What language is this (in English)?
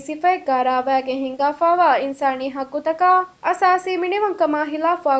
Divehi